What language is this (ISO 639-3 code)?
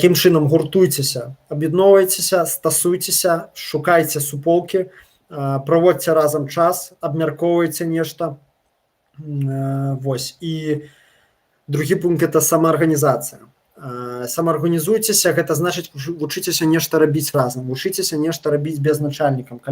bel